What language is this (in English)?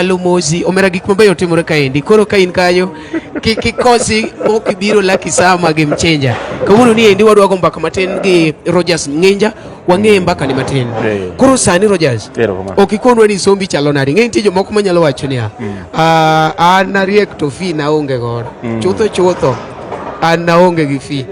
Luo (Kenya and Tanzania)